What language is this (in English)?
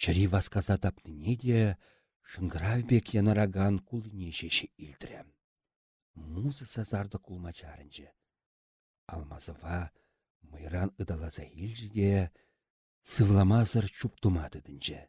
Chuvash